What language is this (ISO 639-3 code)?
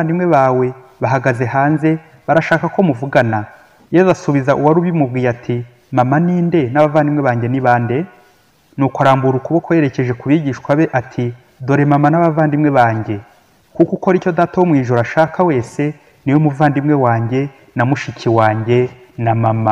kin